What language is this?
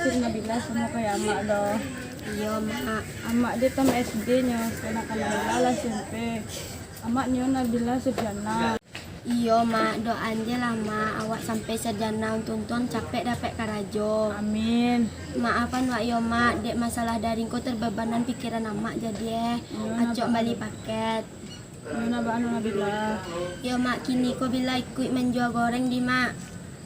Minangkabau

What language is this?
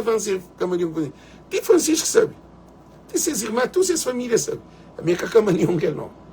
Kabuverdianu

